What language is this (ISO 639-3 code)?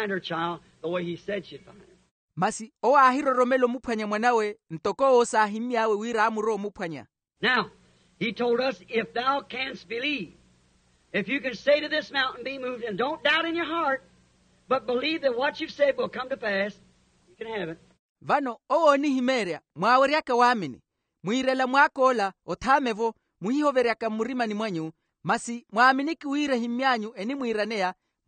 vmw